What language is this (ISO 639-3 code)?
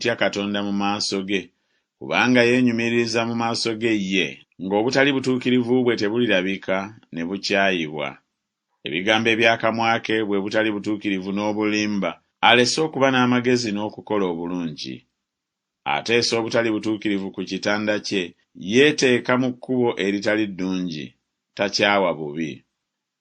lug